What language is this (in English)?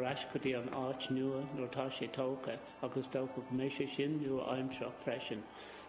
Irish